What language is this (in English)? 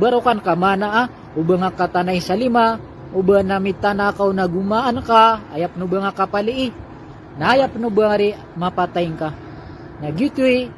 Maranao